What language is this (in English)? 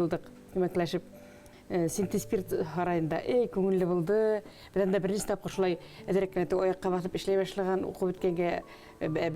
Bashkir